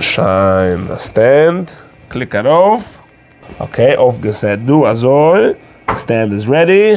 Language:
Yiddish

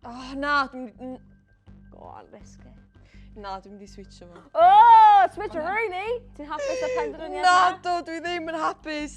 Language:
Welsh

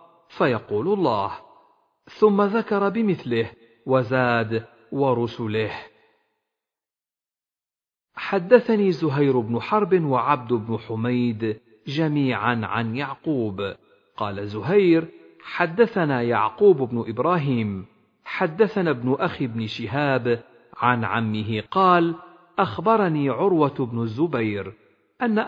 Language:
Arabic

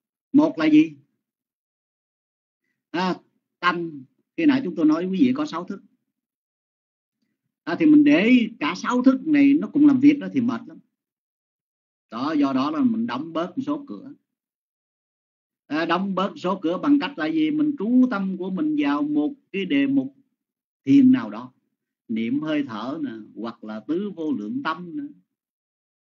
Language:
Vietnamese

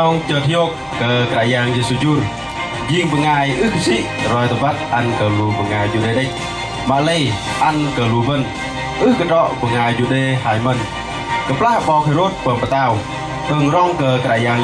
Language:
Bahnar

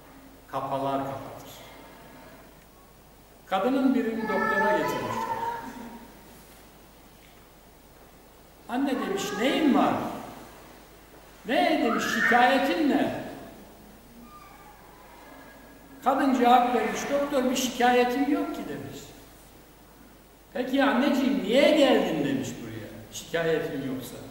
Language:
Turkish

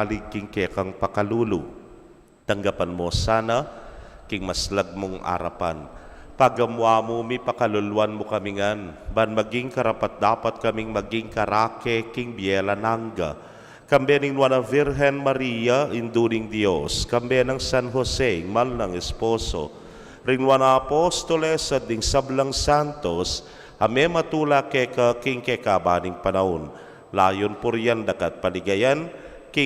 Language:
Pampanga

